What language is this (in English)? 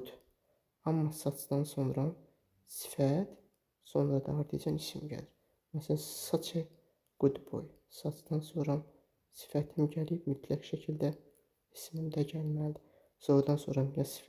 Azerbaijani